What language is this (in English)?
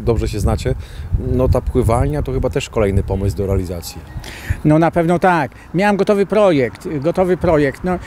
Polish